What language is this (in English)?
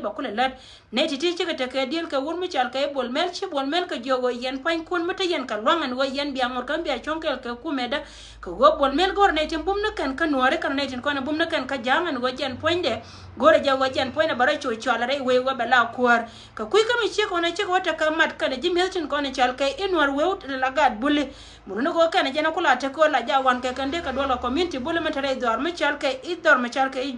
Nuer